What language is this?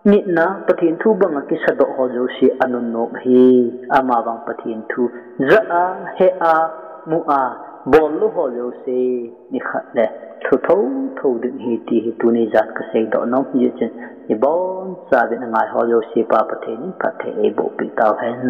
Thado Chin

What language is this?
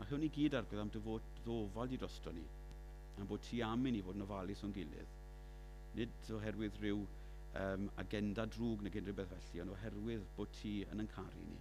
Welsh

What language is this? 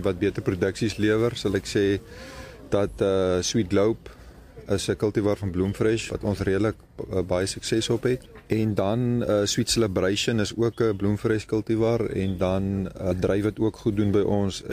Afrikaans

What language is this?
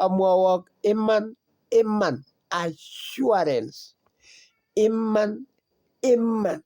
Kalenjin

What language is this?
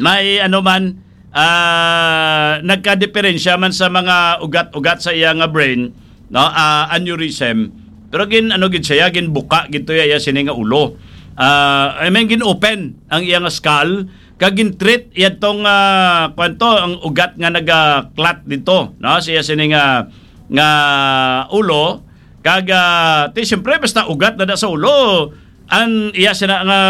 Hiligaynon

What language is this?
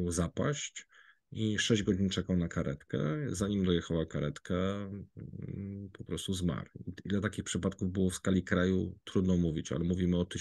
Polish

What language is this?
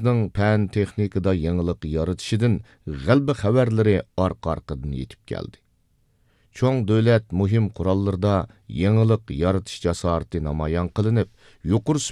Uyghur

